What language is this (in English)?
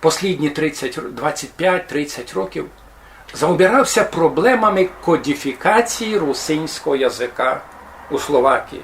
Rusyn